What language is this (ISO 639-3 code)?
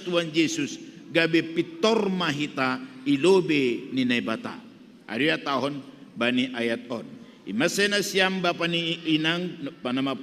bts